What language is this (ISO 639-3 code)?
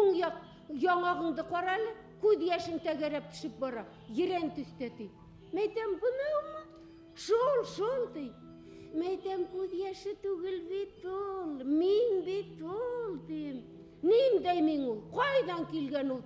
bak